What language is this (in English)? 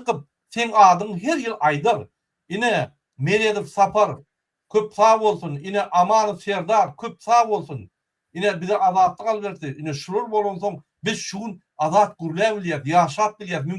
Turkmen